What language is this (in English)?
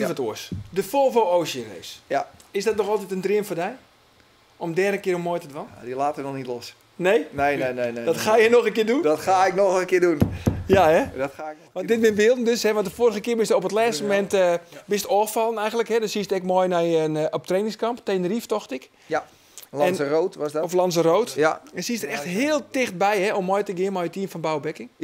Western Frisian